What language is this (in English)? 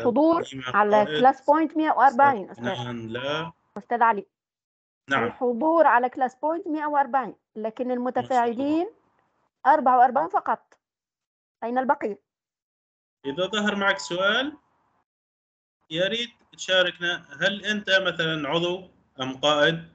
Arabic